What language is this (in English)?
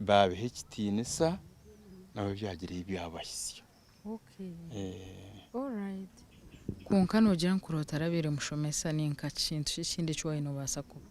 Nyankole